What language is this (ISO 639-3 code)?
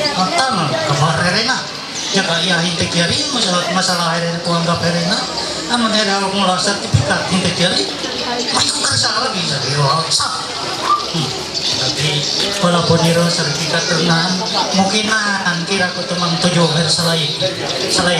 mhy